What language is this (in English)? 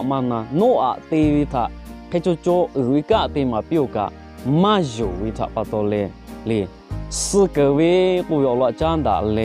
Lahu